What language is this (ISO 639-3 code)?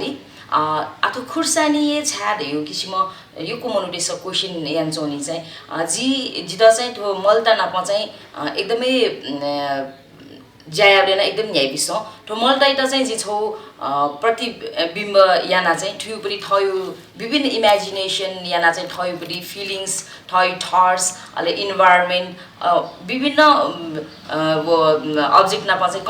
new